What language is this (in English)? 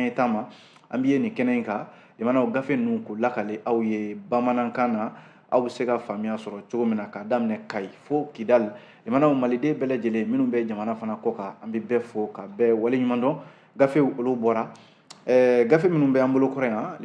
Bambara